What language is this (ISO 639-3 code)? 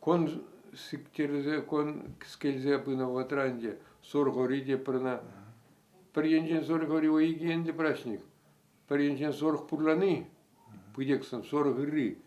chv